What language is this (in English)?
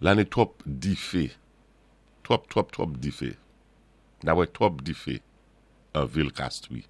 Saint Lucian Creole French